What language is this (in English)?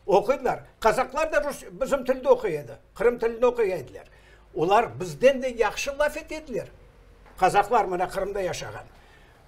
Crimean Tatar